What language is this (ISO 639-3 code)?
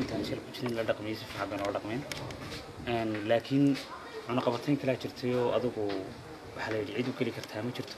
som